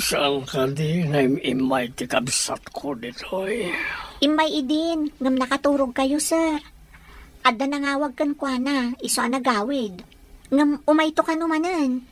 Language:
Iloko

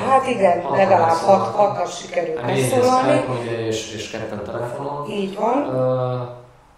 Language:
Hungarian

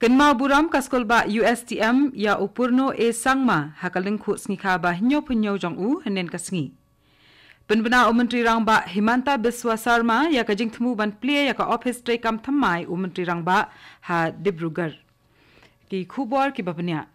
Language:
Khasi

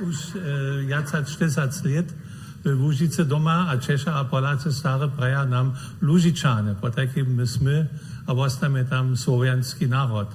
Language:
Upper Sorbian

